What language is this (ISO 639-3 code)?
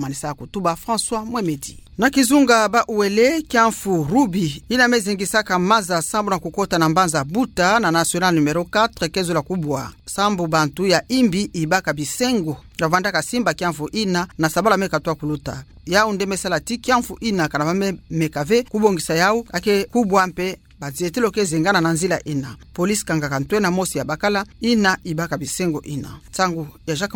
ktu